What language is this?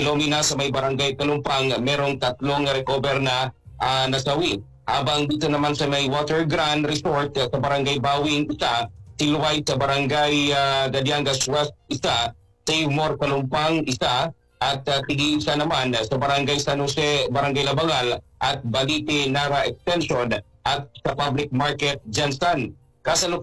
Filipino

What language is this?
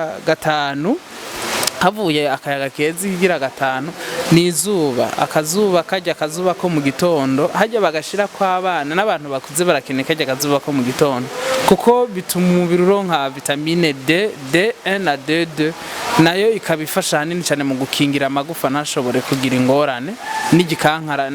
Rundi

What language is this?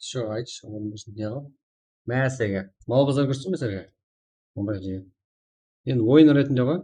Kara-Kalpak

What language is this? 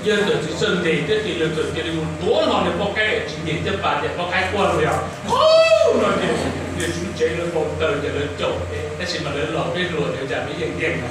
Hmong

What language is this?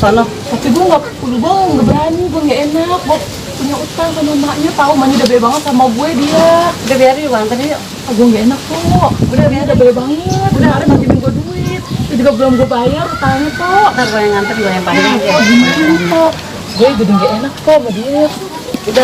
Betawi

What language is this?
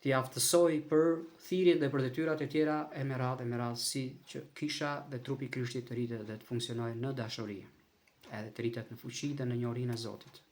Albanian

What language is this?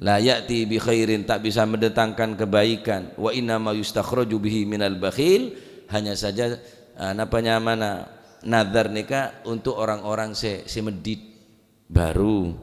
Madurese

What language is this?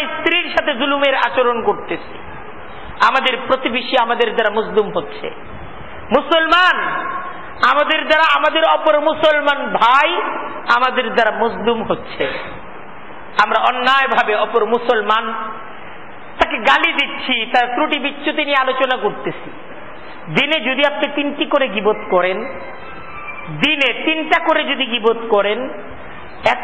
Bangla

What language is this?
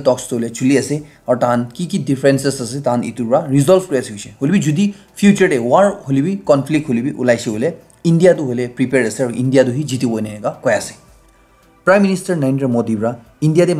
Naga Pidgin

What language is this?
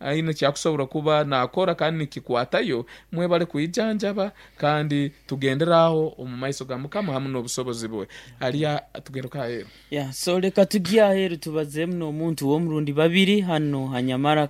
Nyankole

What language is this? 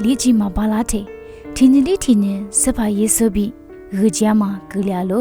Lisu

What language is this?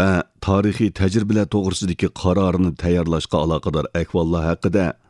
Uyghur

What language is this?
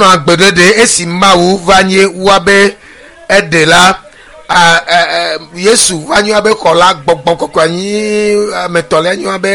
Ewe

